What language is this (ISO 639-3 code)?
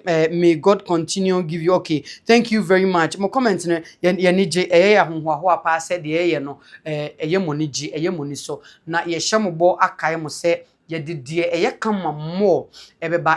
aka